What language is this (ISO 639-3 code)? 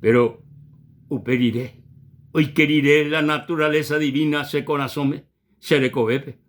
grn